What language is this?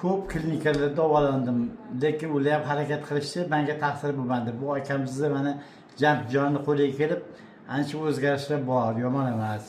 Uzbek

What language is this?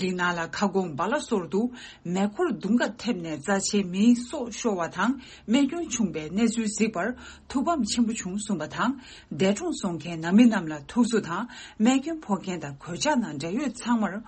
Tibetan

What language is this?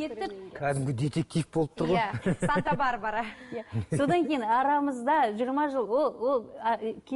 Kazakh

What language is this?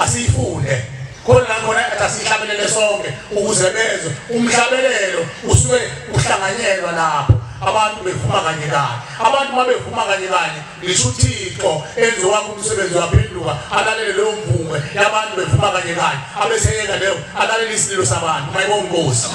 Zulu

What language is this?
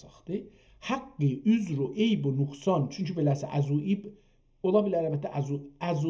South Azerbaijani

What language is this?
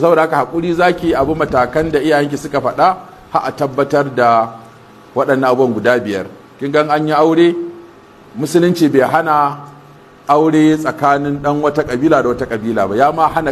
Hausa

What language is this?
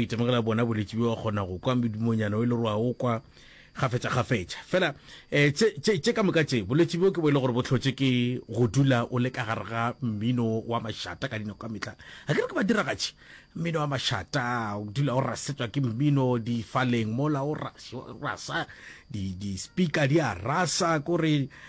Northern Sotho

